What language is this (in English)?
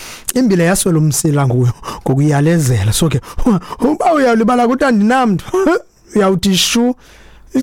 Xhosa